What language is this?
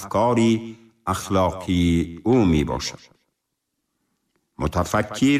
Tajik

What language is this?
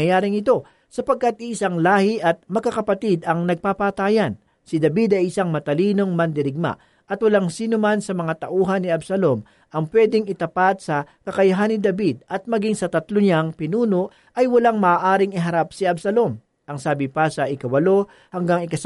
Filipino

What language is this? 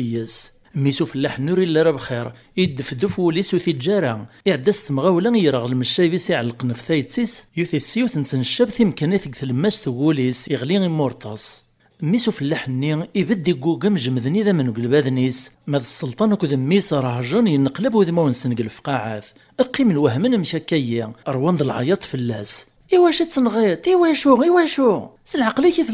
Kabyle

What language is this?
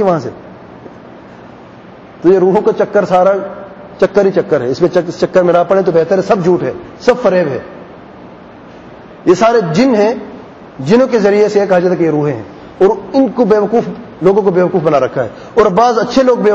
Urdu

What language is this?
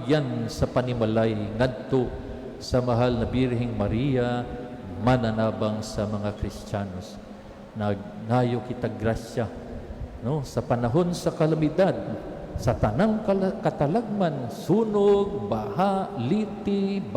Cebuano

